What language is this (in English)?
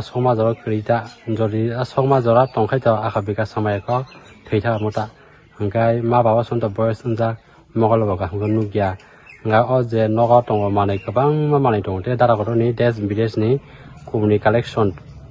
Kok Borok